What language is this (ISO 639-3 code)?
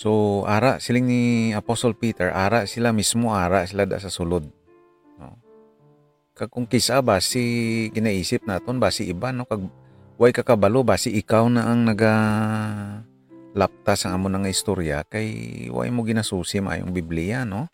hil